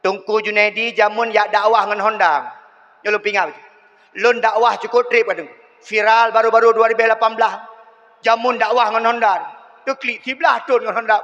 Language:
Achinese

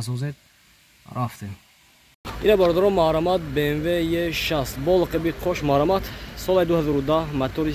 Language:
Tajik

